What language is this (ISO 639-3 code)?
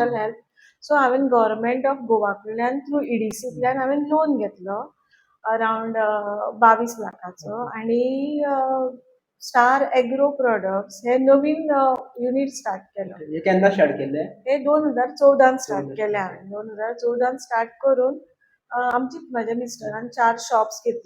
kok